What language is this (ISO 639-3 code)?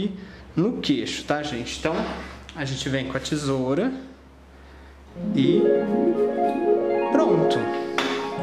por